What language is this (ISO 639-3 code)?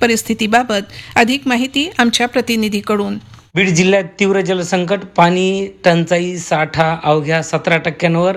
mar